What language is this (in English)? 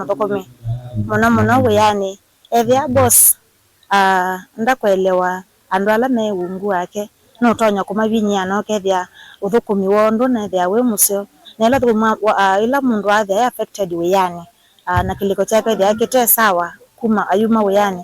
Kamba